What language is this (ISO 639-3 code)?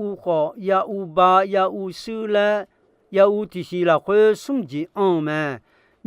ahk